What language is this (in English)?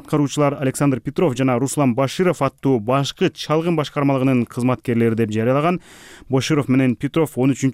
Kyrgyz